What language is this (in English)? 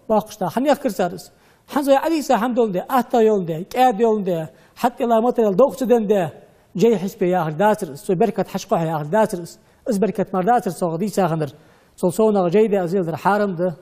Ingush